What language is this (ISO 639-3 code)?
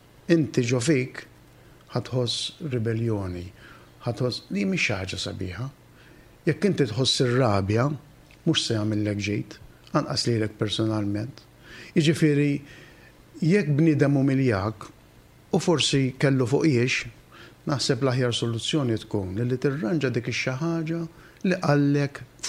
mlt